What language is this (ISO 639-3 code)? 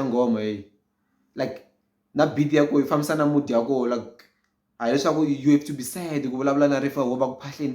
tso